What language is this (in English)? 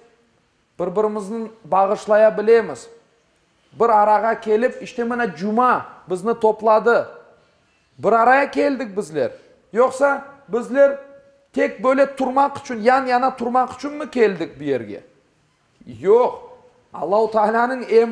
Crimean Tatar